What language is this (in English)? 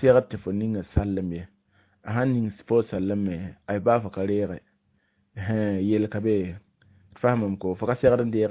Mossi